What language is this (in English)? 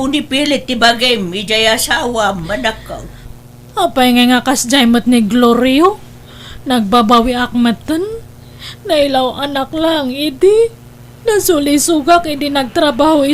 Iloko